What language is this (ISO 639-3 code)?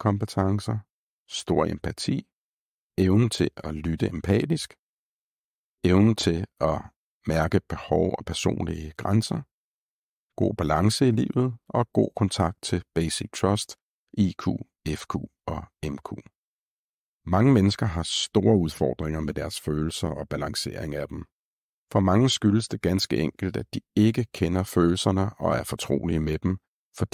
dan